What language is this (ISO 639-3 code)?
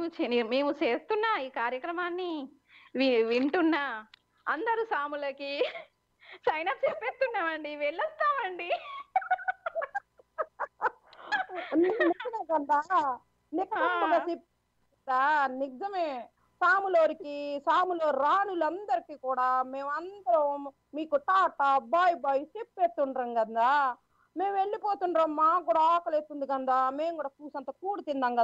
tel